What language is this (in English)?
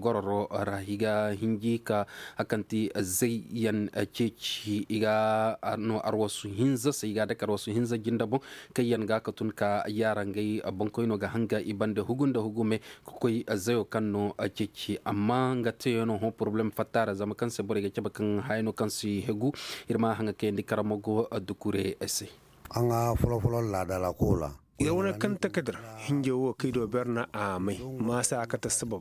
Koyraboro Senni